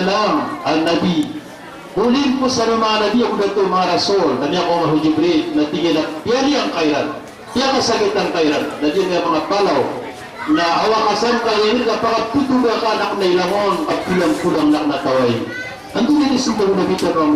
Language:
Maranao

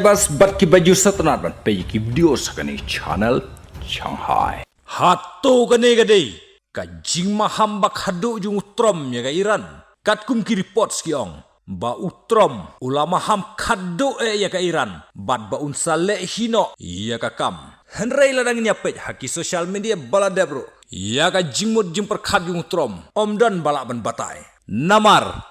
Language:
Khasi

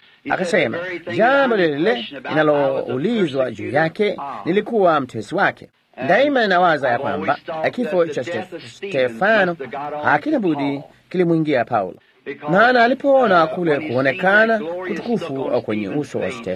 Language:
Swahili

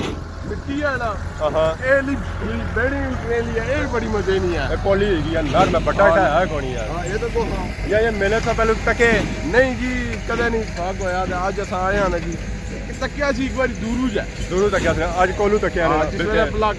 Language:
Pahari-Potwari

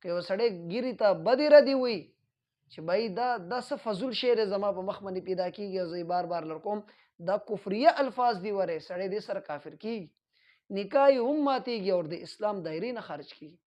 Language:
Pashto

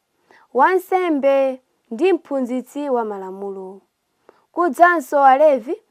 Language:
Nyanja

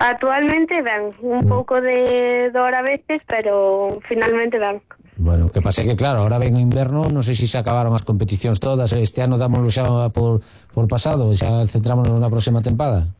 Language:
Galician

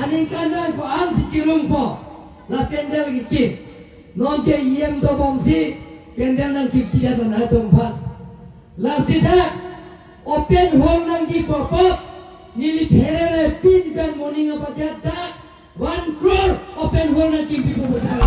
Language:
Karbi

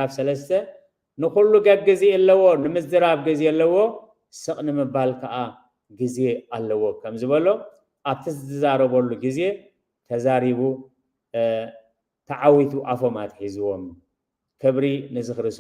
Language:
Tigrinya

